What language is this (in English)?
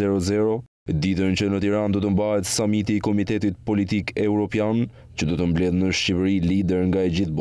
Albanian